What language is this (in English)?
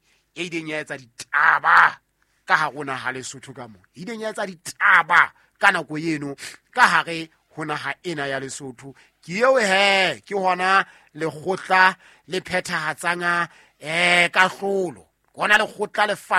Southern Sotho